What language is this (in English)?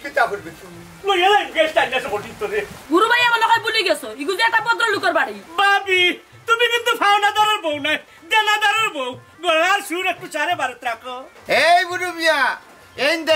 Sylheti